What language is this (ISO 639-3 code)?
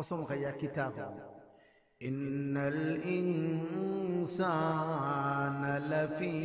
syl